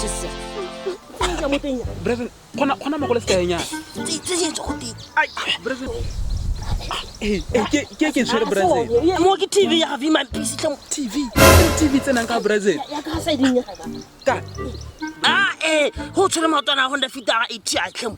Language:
Tswana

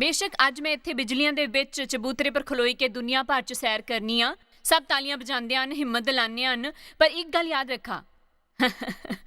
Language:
Dogri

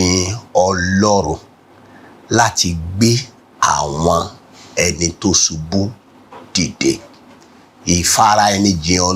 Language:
Yoruba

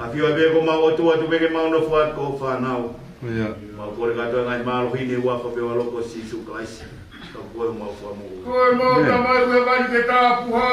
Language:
Tongan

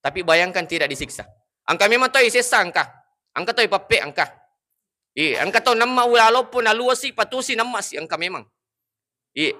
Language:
Buginese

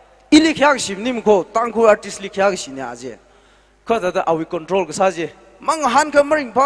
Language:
Tangkhul Naga (India)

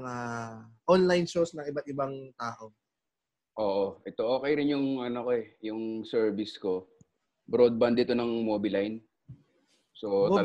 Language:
Filipino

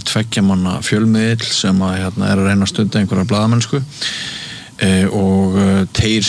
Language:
Icelandic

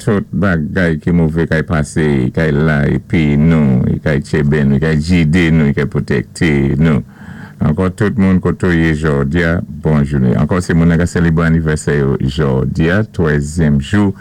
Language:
Saint Lucian Creole French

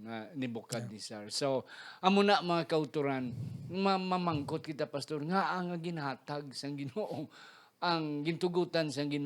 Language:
Hiligaynon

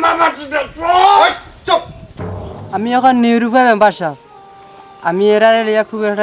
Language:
Sylheti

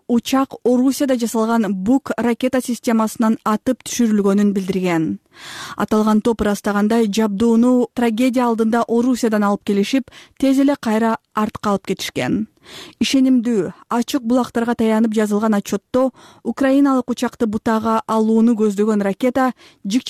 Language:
Kyrgyz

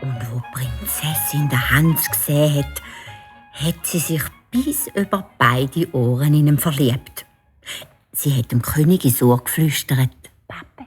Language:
Swiss German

